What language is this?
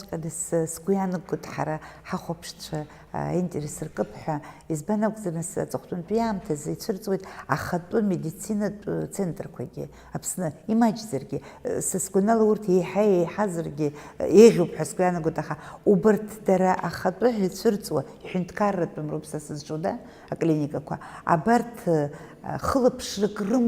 Abkhazian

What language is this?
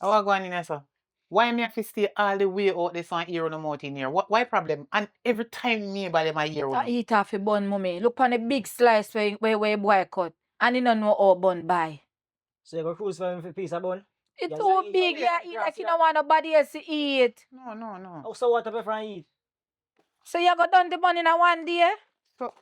Jamaican Creole English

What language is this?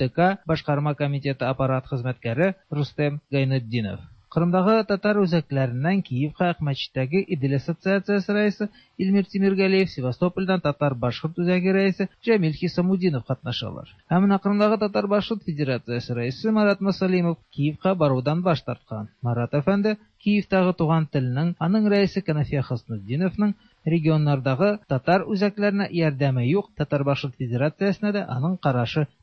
Tatar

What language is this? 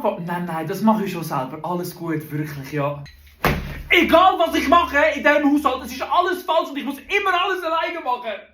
Swiss German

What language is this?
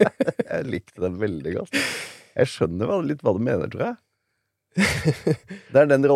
Norwegian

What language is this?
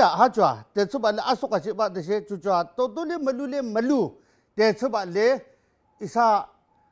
Yimchungru Naga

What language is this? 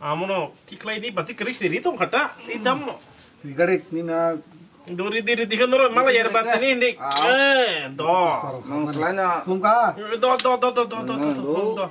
Kok Borok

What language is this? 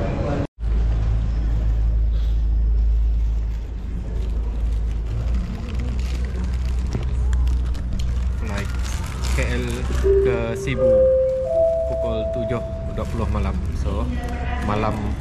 Malay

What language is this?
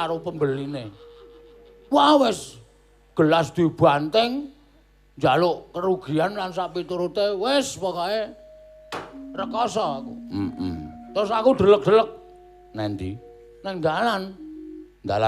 Javanese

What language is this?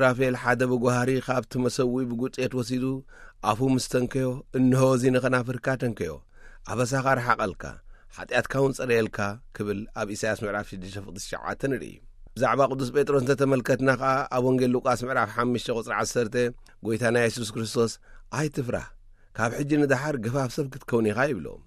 Tigrinya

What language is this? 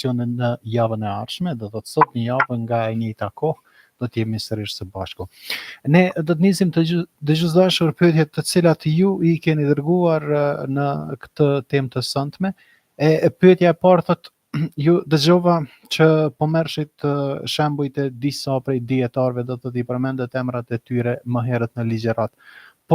Albanian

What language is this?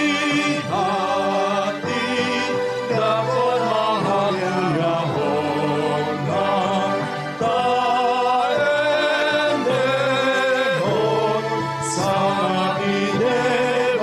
Batak Toba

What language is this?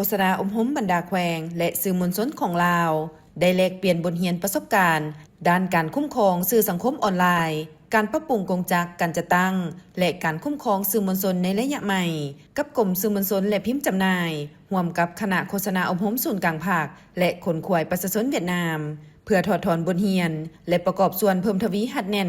Lao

